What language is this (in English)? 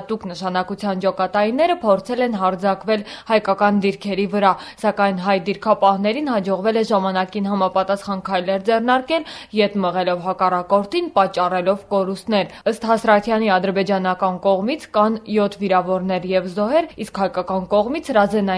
Armenian